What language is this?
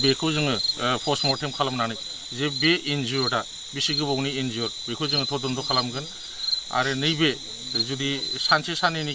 Bodo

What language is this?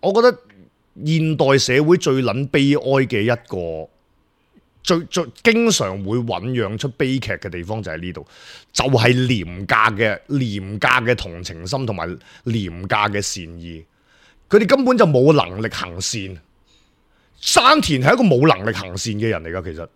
Cantonese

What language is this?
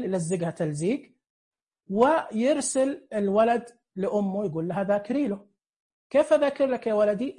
Najdi Arabic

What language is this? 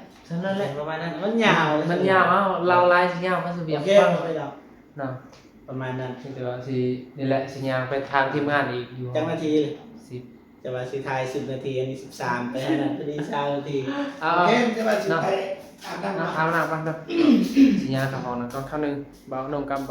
Northeastern Thai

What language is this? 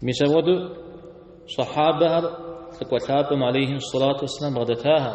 Kabardian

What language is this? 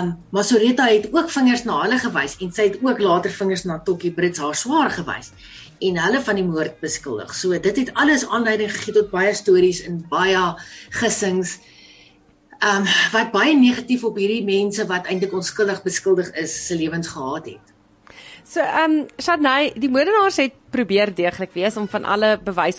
Afrikaans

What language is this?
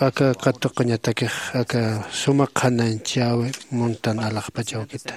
Aymara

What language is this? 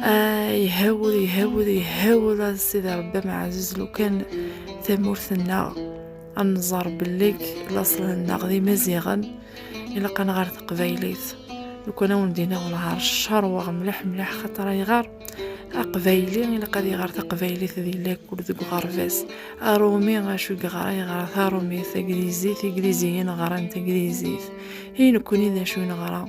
Kabyle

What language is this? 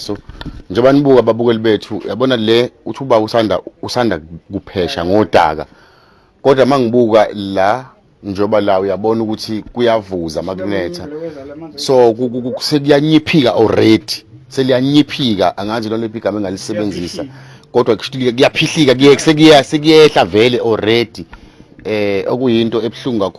Zulu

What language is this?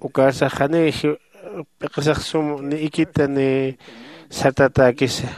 Aymara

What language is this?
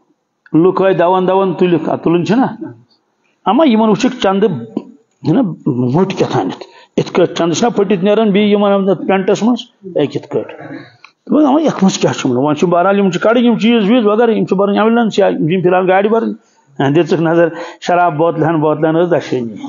Kashmiri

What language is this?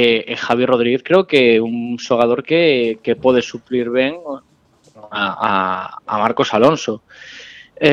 Galician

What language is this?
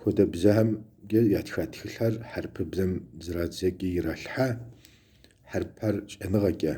Kabardian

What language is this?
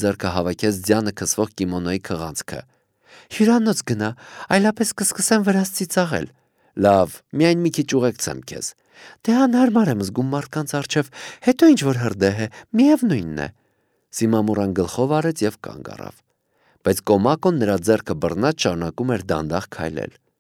Armenian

